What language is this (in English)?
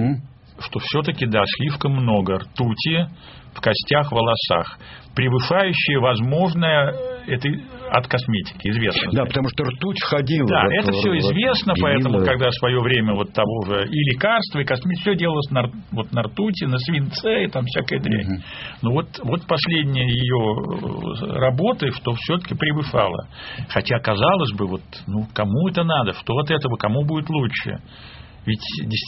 Russian